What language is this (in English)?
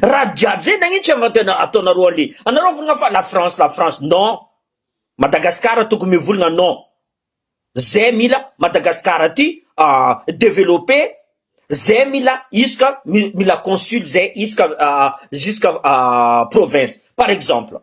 Malagasy